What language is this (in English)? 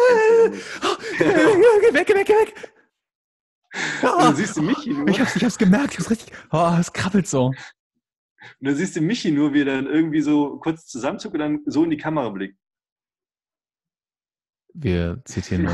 German